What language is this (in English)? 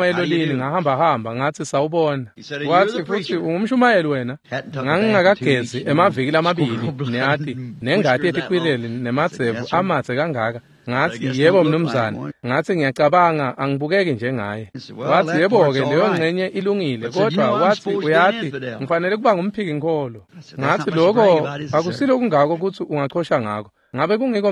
Swati